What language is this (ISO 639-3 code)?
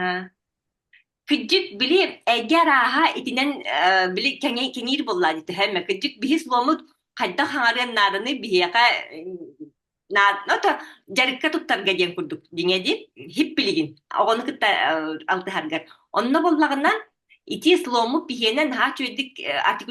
sah